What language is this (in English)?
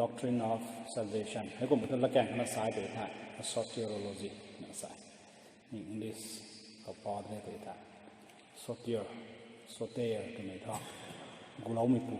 Rongmei Naga